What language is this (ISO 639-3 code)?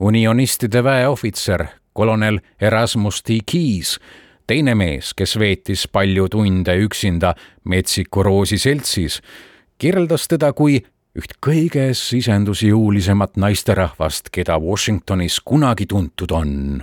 est